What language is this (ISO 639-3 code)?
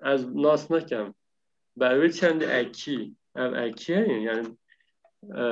kur